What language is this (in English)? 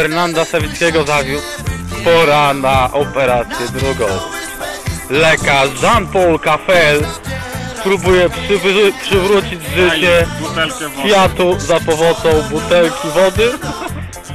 Polish